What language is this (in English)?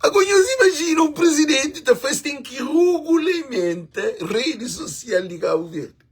Kabuverdianu